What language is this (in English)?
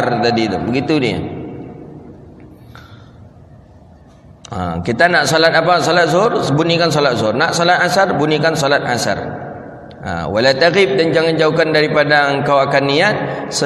Malay